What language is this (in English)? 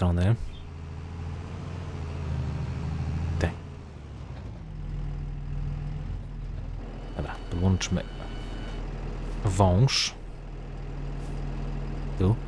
Polish